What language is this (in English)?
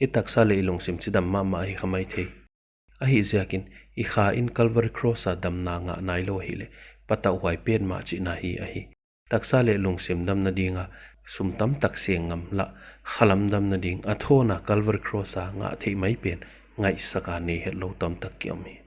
Paite Chin